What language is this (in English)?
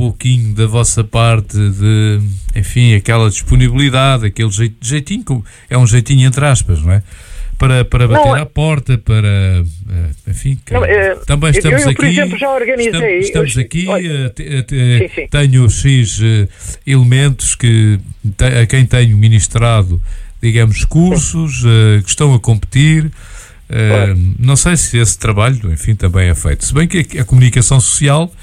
Portuguese